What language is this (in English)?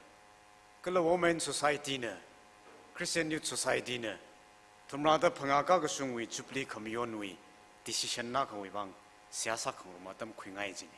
Tangkhul Naga (India)